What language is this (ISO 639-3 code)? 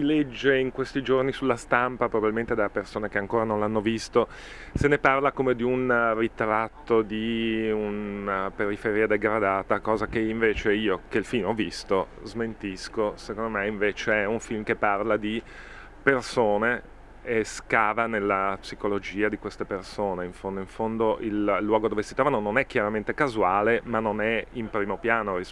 ita